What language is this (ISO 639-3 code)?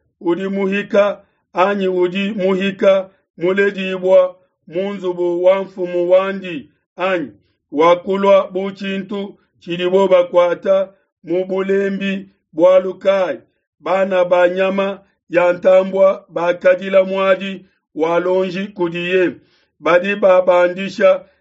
lua